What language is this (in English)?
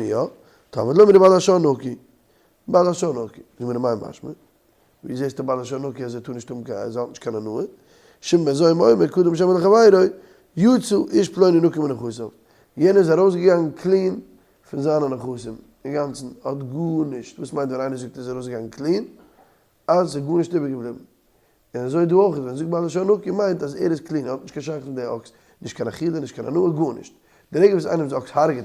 Yiddish